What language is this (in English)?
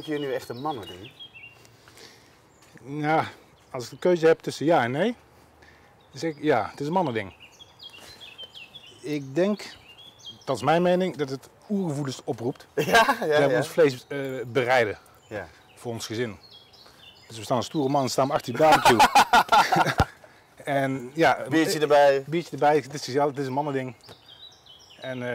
Dutch